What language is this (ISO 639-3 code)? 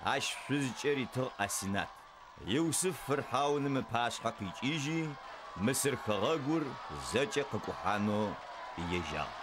ady